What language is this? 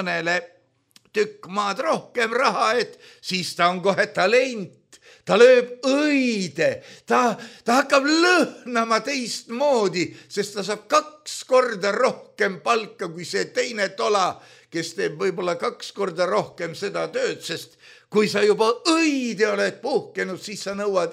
Estonian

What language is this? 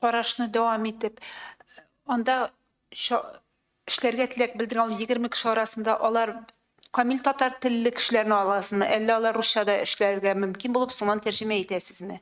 Tatar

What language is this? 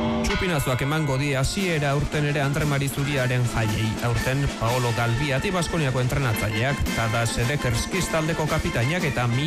Basque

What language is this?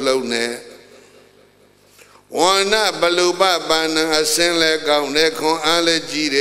Burmese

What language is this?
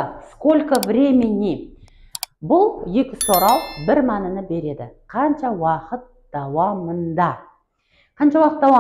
Kara-Kalpak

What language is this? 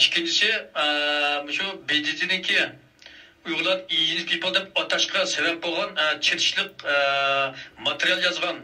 Uyghur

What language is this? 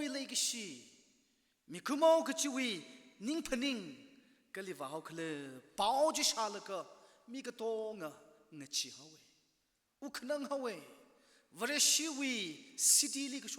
Tangkhul Naga (India)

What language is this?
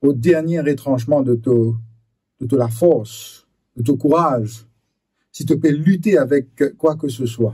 Morisyen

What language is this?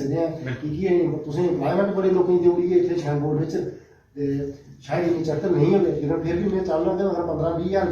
Dogri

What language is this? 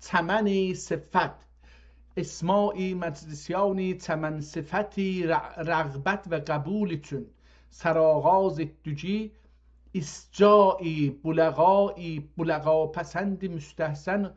South Azerbaijani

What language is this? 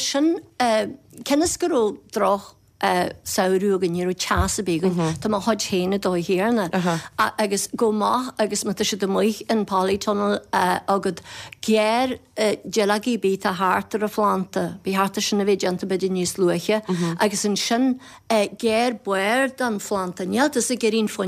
Irish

